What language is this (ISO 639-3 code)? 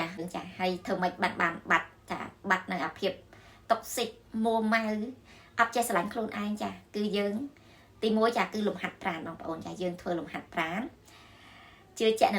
khm